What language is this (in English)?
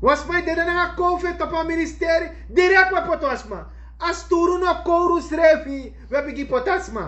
Sranan Tongo